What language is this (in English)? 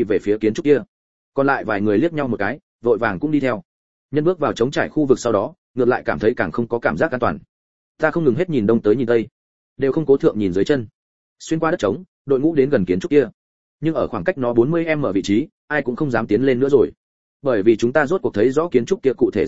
Vietnamese